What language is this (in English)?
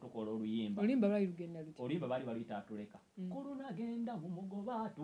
Ganda